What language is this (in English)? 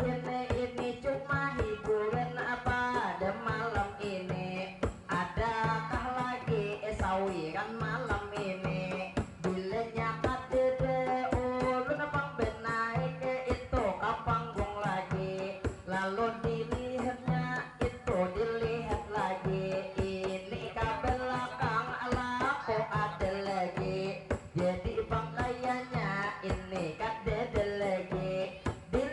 Banjar